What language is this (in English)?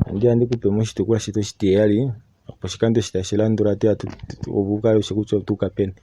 Kuanyama